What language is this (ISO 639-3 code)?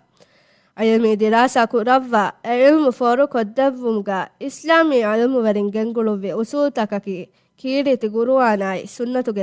div